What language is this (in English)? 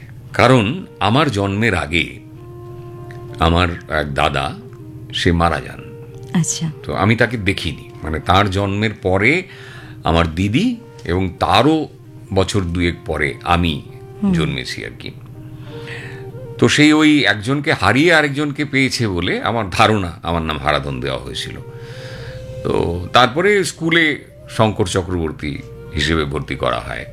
Bangla